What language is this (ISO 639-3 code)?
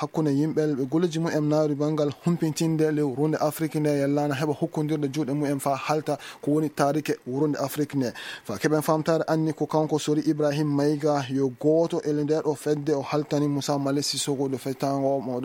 ful